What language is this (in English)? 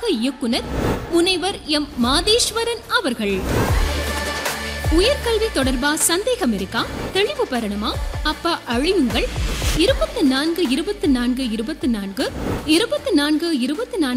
Tamil